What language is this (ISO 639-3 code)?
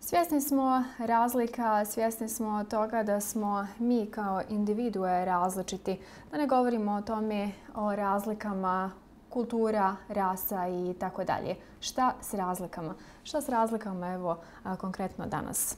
bos